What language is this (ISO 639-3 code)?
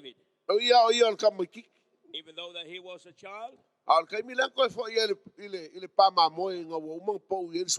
smo